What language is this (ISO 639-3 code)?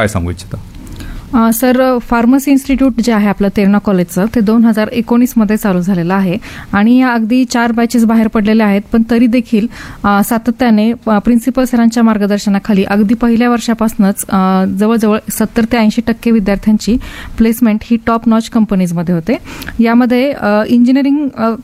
mar